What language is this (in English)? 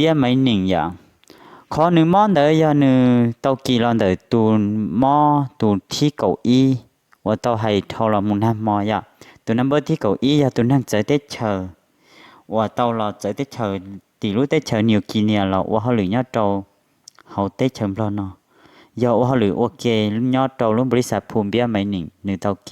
Hmong